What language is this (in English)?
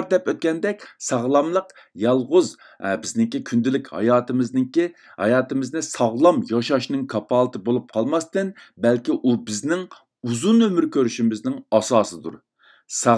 Uyghur